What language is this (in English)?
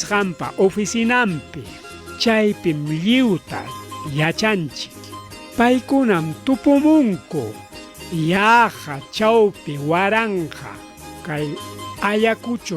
Ayacucho Quechua